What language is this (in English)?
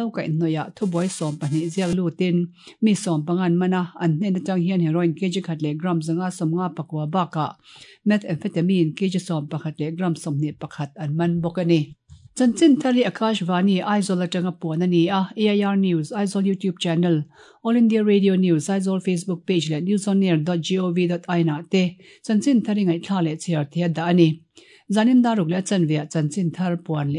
Mizo